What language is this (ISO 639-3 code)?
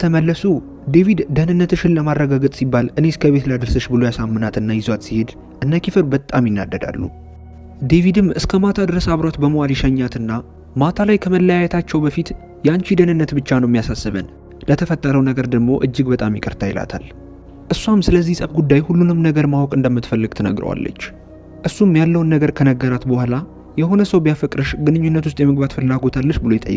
amh